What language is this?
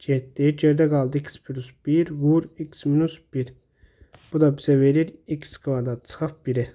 Azerbaijani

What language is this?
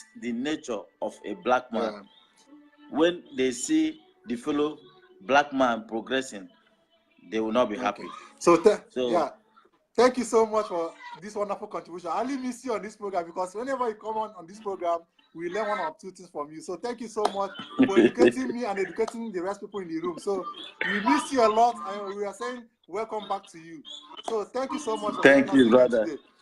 Nigerian Pidgin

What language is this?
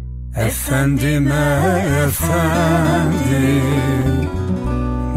Turkish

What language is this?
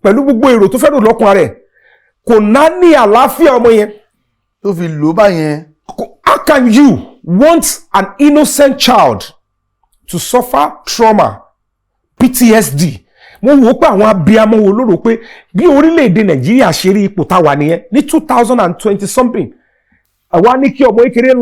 Yoruba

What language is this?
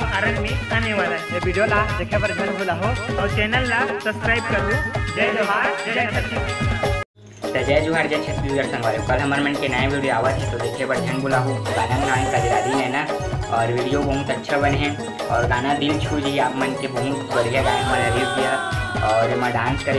Chhattisgarhi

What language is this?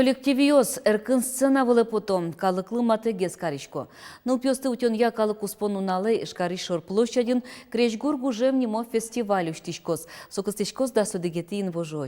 Udmurt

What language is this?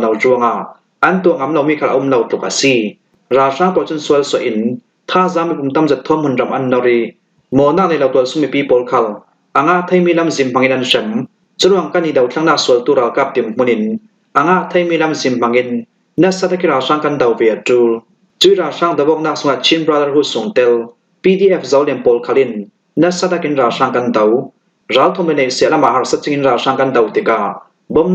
Falam Chin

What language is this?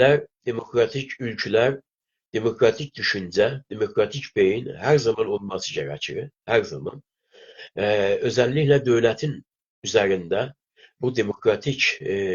South Azerbaijani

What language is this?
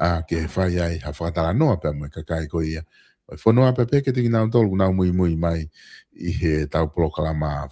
Tongan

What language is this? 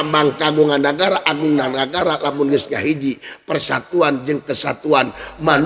Sundanese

